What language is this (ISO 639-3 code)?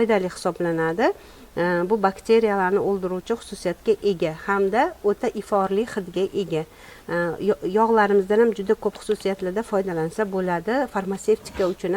uzb